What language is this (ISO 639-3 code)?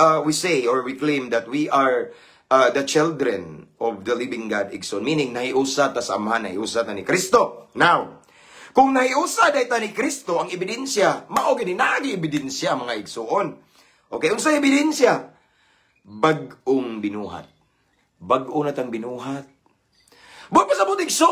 ceb